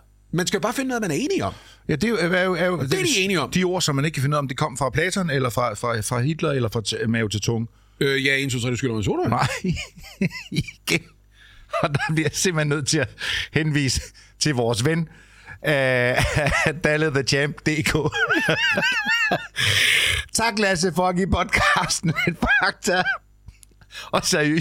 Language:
Danish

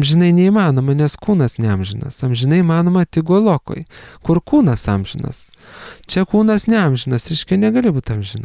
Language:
Lithuanian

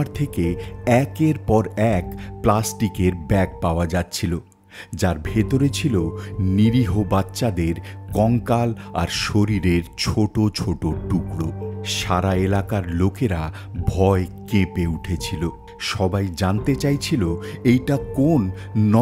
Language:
Bangla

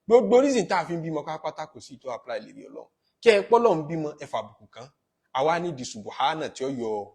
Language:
Yoruba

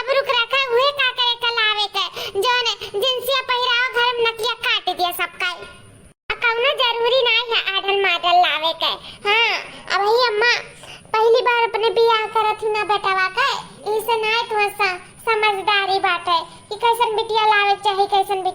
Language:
Awadhi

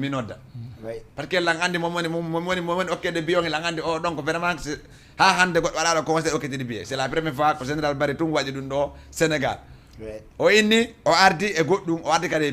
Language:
Fula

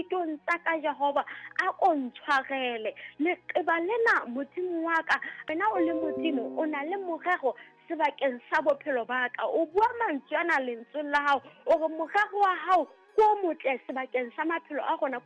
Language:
Southern Sotho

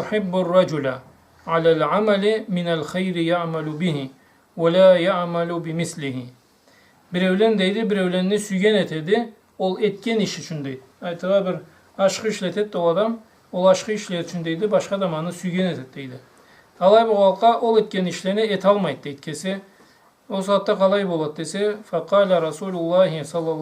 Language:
Karachay-Balkar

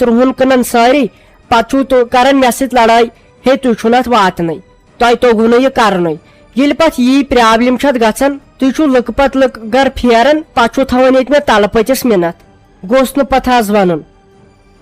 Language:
Kashmiri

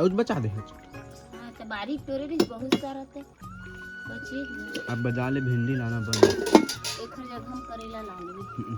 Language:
Chhattisgarhi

